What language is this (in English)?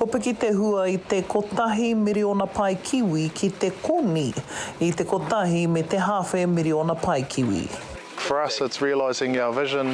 Māori